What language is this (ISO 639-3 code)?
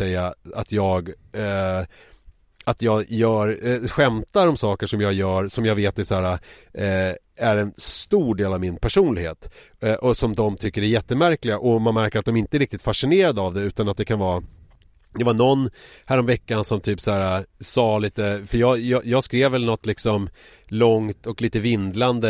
swe